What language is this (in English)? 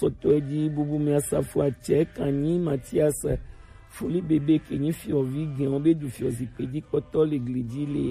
Gen